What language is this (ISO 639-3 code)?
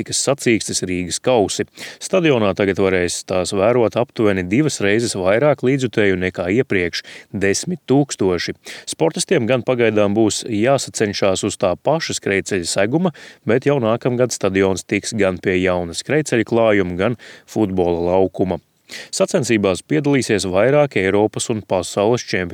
lav